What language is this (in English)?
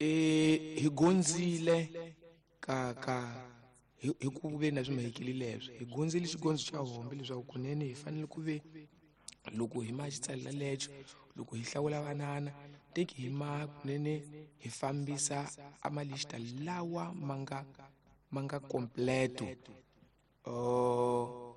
Tsonga